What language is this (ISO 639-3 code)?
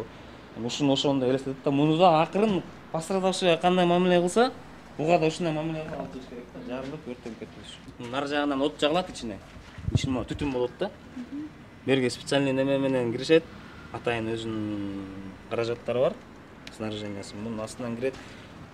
kir